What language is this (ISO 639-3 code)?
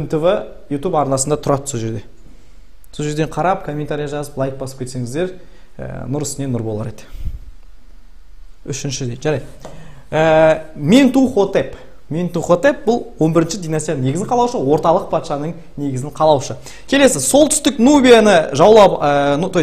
kaz